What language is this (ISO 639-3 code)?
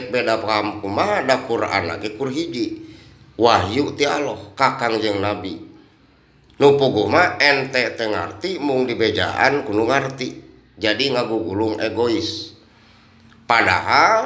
sun